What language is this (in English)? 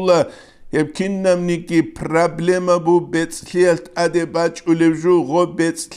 Avaric